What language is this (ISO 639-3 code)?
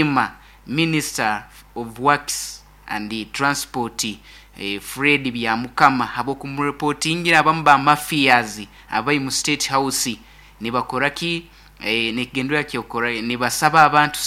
nyn